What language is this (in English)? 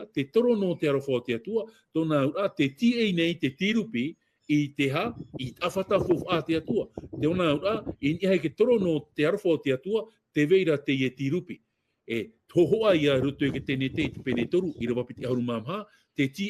Tahitian